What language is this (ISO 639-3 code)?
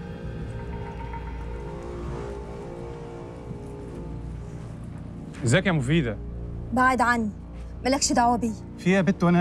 arz